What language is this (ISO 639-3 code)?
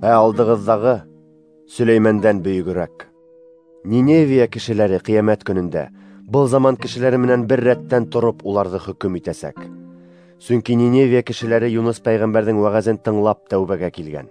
bak